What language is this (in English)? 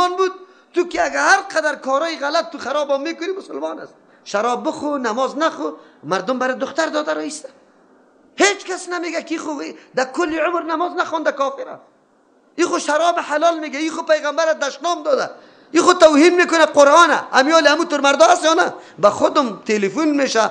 Persian